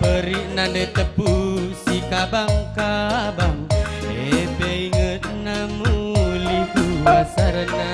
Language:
Batak Karo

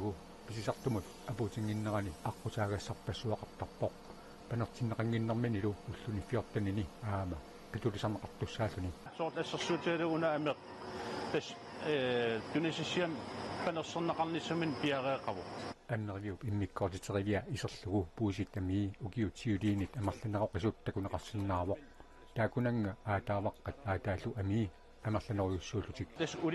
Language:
Kalaallisut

